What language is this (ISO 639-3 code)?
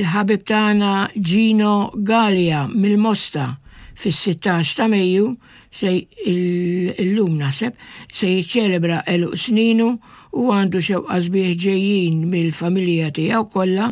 mlt